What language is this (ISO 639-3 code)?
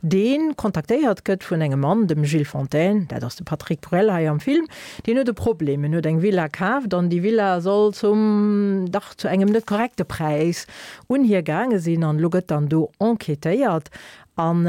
ltz